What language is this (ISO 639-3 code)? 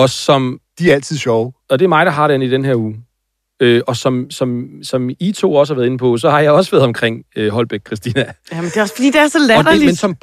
dan